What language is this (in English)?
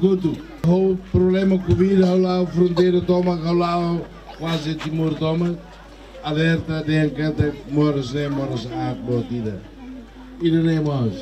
Tetum